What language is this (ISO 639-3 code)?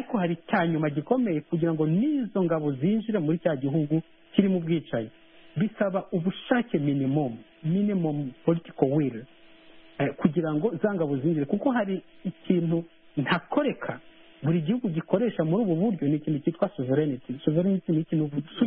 kin